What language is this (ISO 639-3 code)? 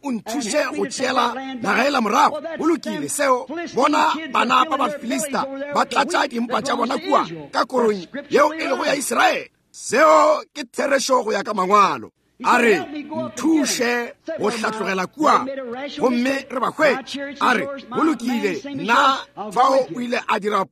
nso